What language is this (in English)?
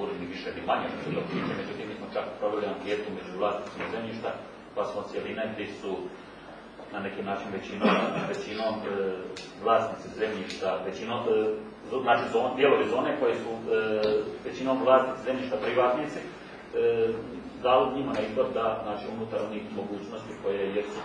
Croatian